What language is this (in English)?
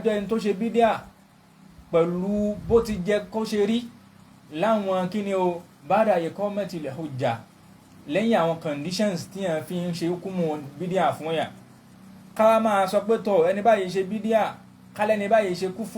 Yoruba